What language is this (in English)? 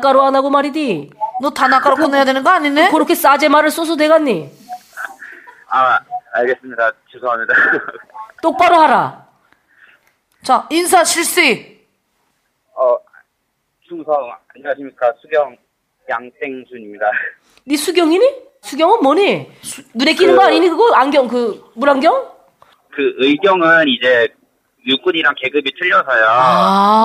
Korean